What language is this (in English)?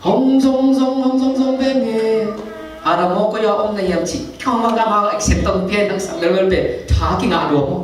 Tedim Chin